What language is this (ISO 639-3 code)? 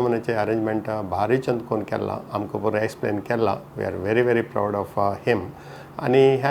kok